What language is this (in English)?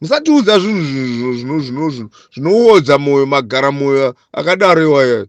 Shona